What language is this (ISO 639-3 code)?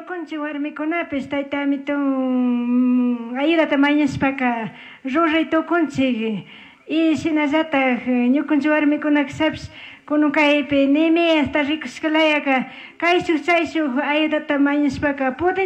qug